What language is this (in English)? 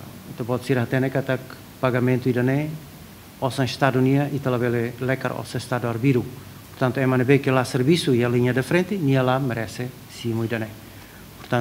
Tetum